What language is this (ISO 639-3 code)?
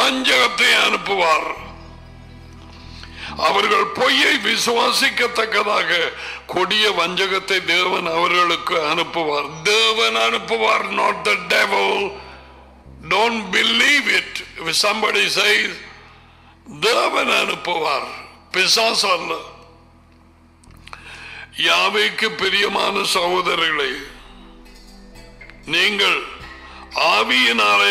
tam